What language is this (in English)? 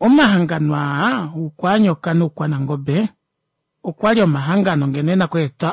Kuanyama